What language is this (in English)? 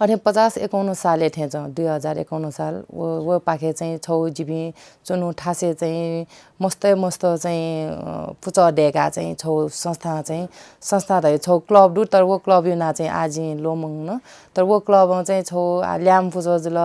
Newari